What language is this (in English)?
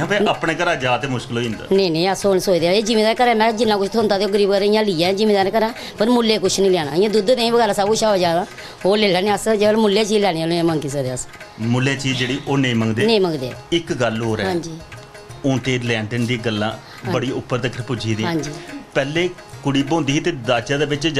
Dogri